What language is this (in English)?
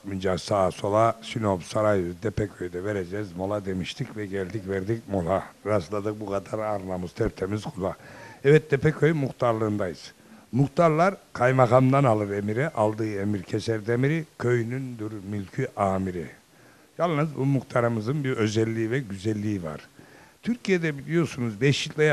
Turkish